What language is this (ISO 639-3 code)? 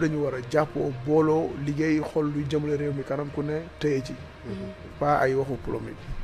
wol